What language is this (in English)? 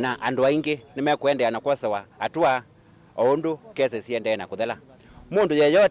Kamba